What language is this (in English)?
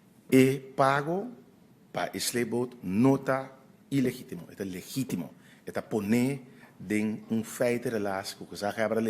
Papiamento